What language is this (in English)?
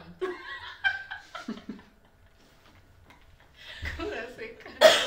Kinyarwanda